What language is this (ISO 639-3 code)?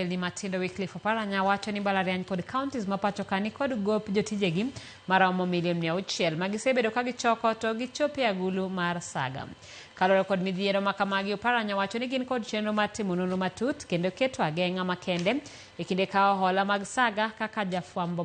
luo